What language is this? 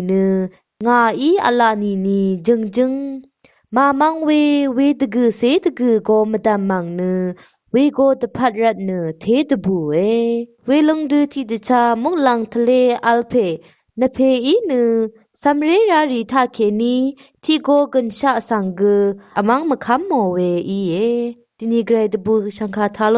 Rawang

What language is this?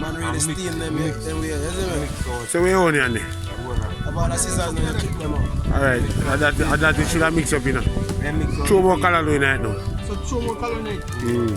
Jamaican Creole English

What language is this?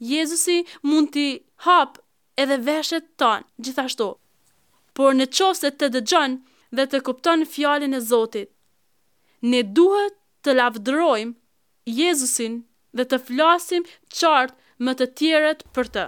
Albanian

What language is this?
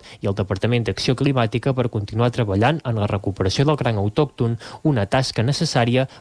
Catalan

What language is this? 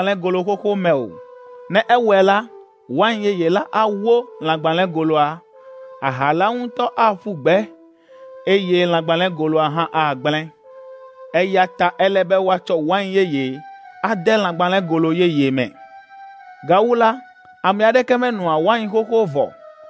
Ewe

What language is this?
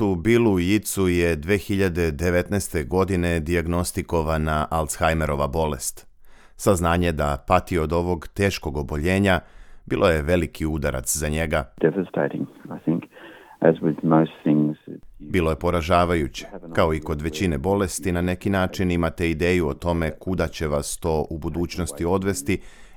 Serbian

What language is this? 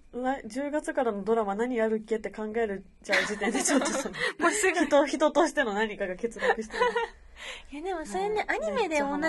Japanese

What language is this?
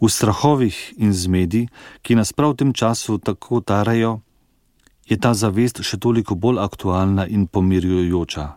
Slovenian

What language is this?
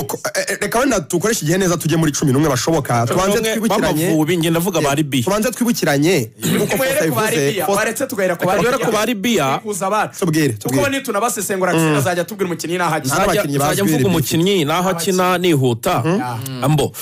Kinyarwanda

